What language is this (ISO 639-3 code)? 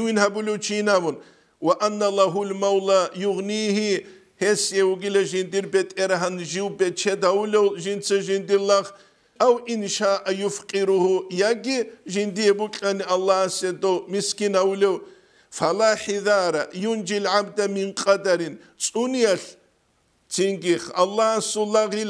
ava